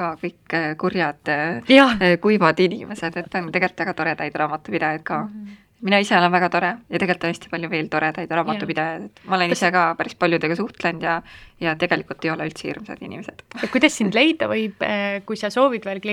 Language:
Estonian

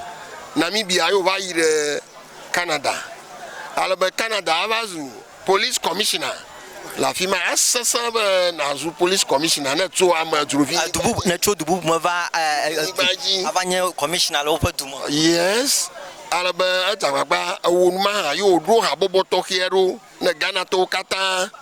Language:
Ewe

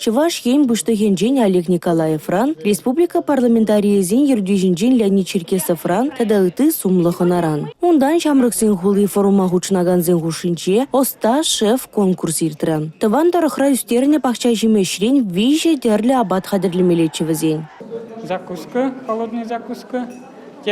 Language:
Chuvash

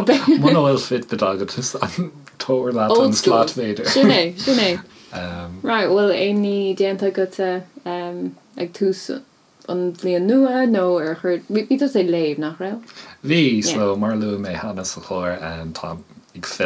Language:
Irish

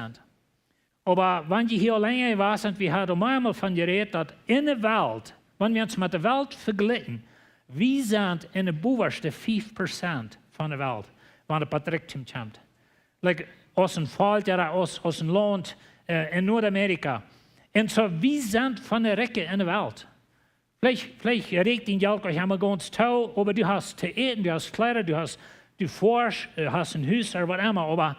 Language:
Plautdietsch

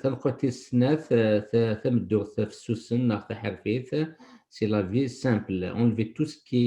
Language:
Kabyle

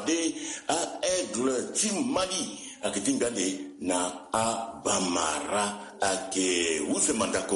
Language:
Sango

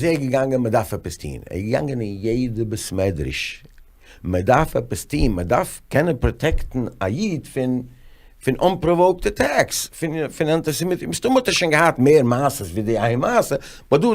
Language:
Yiddish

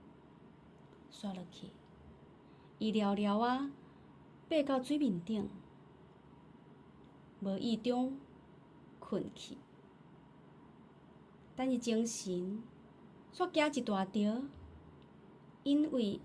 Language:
Min Nan Chinese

